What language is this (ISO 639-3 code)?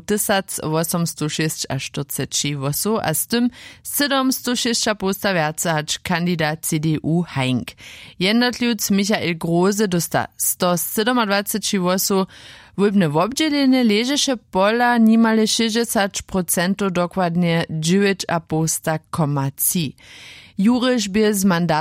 hsb